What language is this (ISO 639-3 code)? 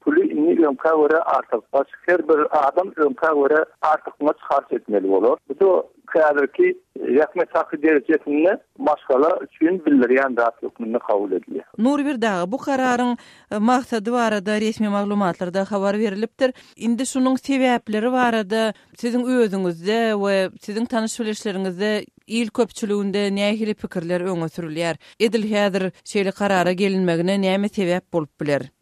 tuk